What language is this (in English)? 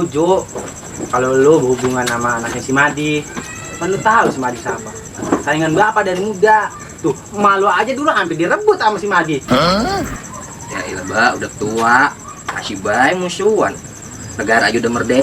Betawi